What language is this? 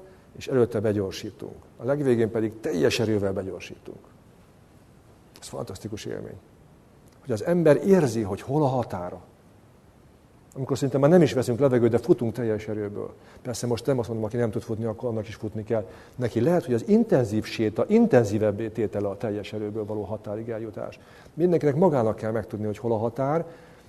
Hungarian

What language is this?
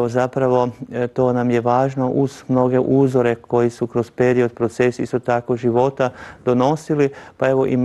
Croatian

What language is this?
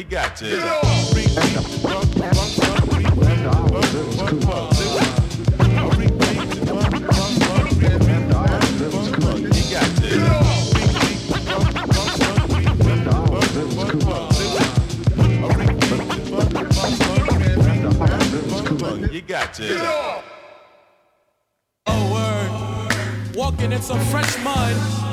English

